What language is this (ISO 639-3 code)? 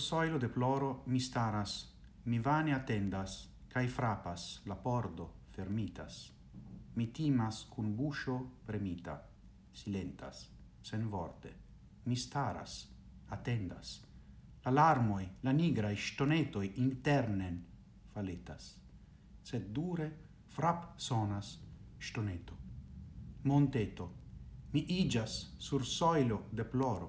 epo